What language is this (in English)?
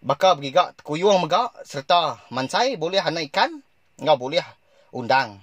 Iban